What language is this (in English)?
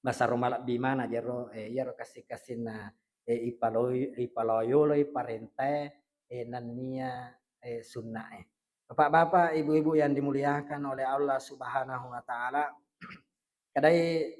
Buginese